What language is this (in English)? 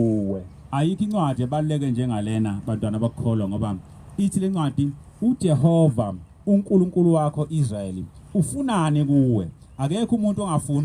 Zulu